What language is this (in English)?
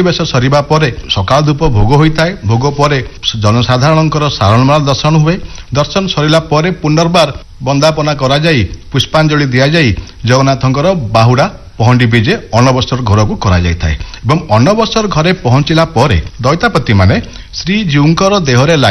Odia